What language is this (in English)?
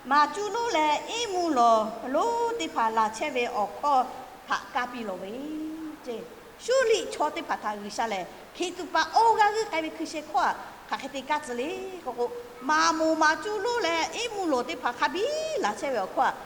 Lahu